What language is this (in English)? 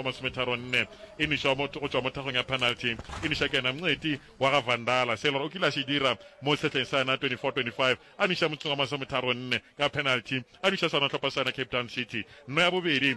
Northern Sotho